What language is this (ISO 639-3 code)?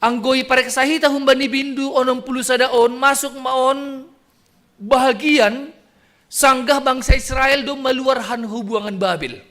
bts